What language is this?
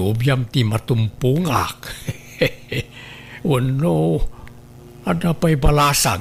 Iloko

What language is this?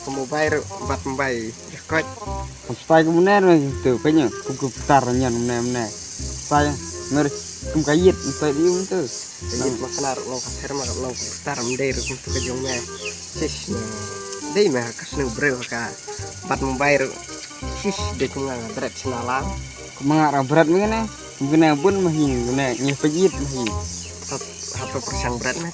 Khasi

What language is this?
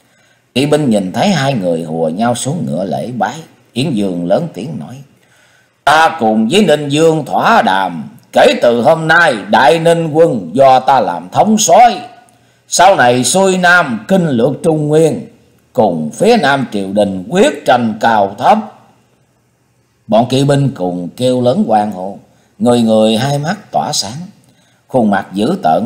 Vietnamese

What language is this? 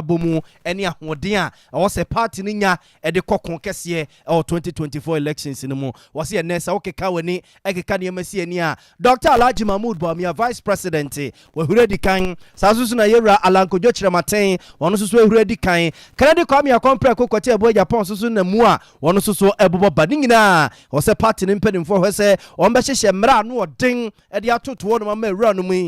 Akan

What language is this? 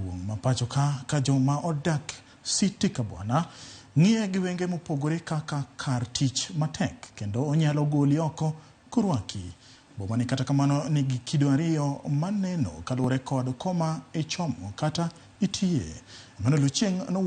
Luo (Kenya and Tanzania)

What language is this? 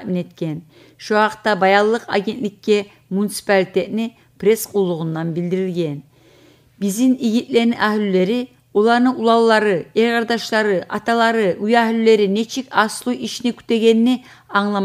Kumyk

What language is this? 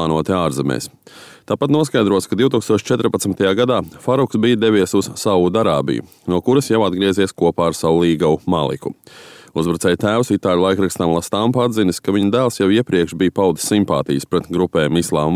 Latvian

